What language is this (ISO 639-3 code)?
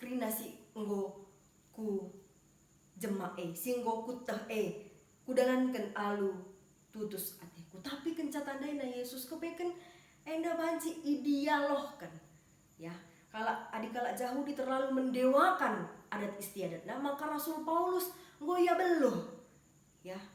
btx